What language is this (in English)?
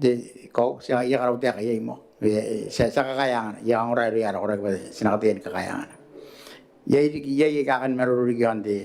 Gilbertese